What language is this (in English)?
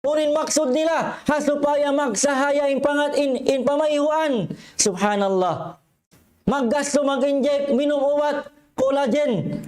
Tausug